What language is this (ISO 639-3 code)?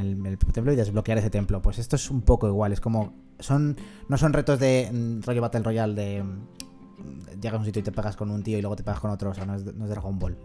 spa